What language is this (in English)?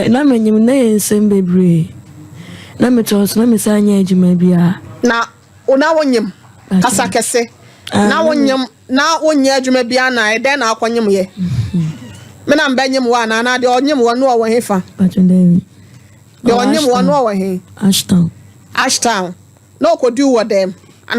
Akan